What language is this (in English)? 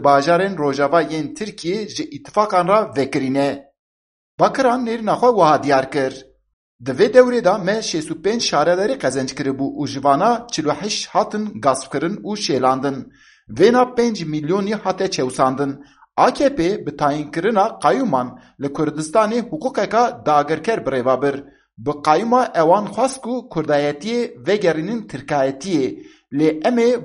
Kurdish